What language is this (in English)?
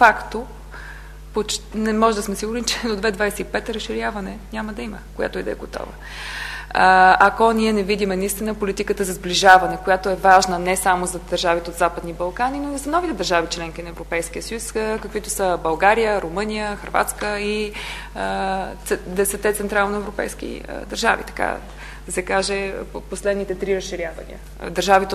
Bulgarian